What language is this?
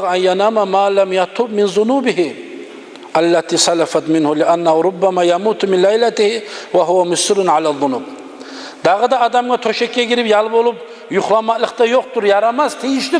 Kumyk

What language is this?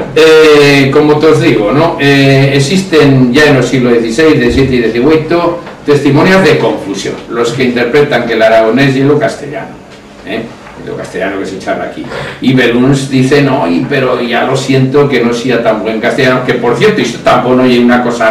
Aragonese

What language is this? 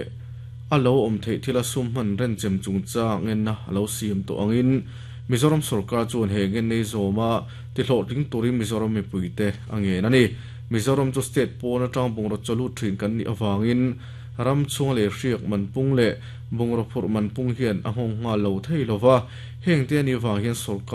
Mizo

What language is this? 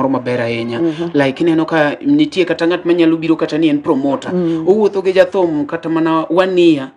Luo (Kenya and Tanzania)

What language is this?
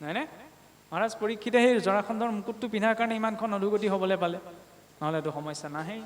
Assamese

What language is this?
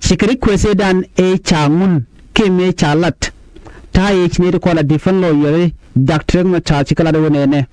Nuer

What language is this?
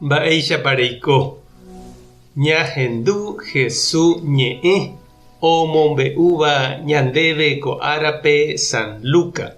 Guarani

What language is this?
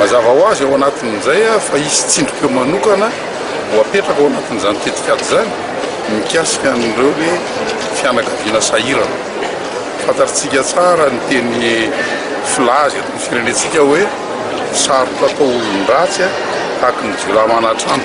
Malagasy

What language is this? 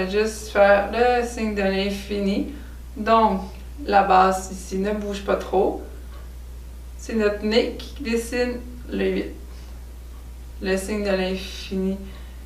French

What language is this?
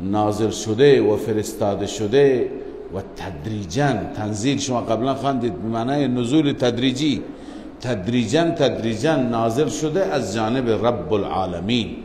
Persian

